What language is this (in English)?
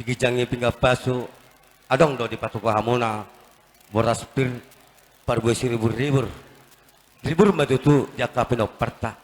Batak Toba